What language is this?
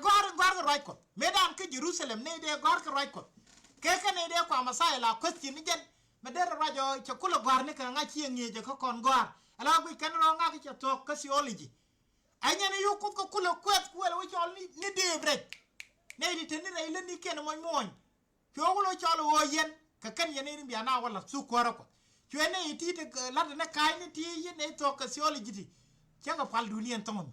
Nuer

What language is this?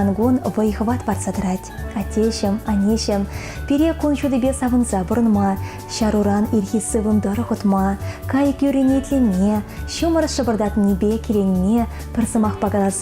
Chuvash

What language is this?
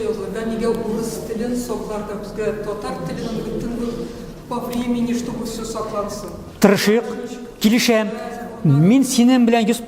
Tatar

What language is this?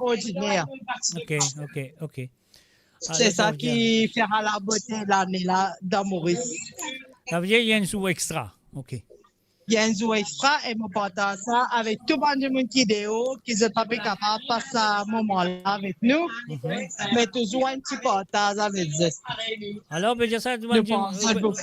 Morisyen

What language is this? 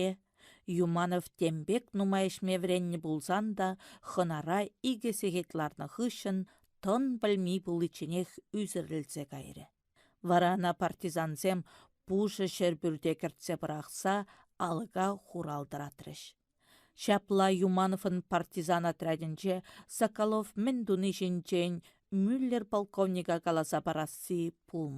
Chuvash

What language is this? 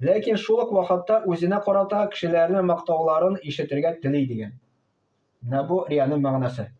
Tatar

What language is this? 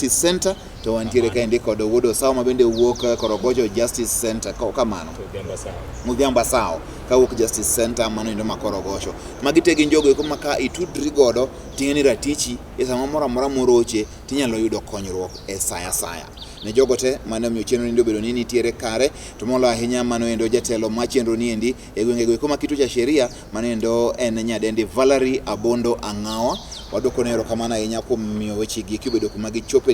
Luo (Kenya and Tanzania)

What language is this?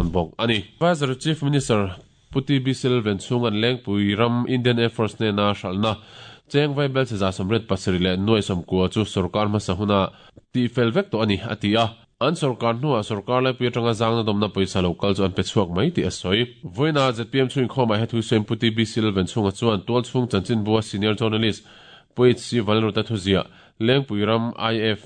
Mizo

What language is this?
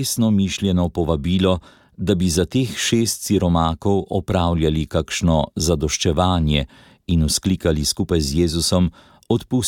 Slovenian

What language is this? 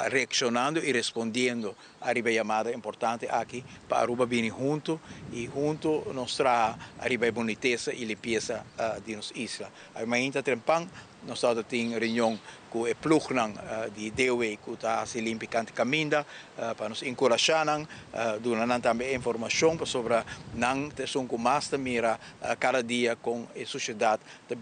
Papiamento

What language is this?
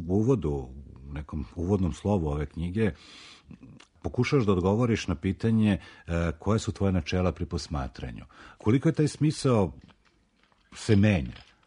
Serbian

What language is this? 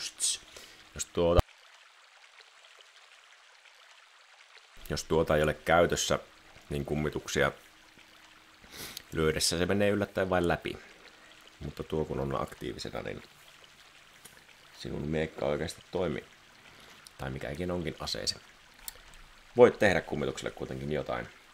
Finnish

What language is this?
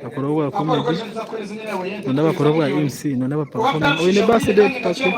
Nyankole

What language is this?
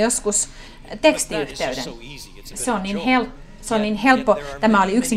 Finnish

